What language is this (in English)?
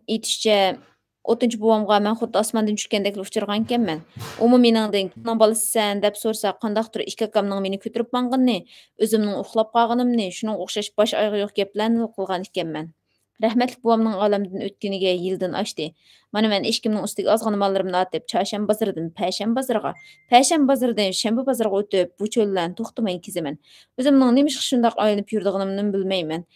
Uyghur